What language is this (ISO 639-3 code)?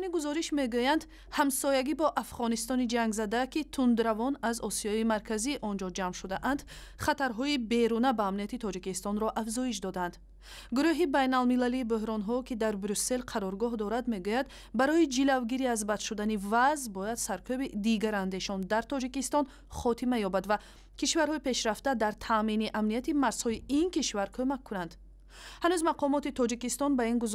tgk